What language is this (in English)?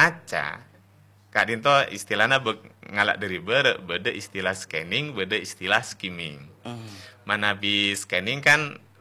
Madurese